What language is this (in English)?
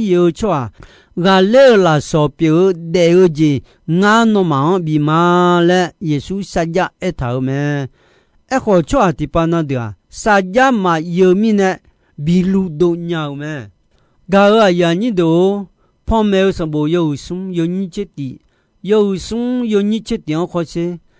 Akha